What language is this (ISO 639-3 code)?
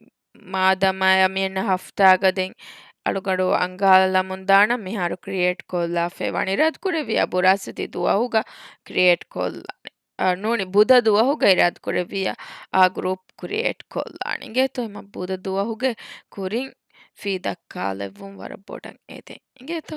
div